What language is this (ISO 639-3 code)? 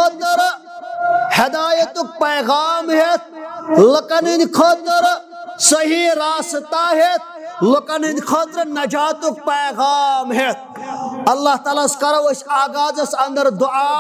kas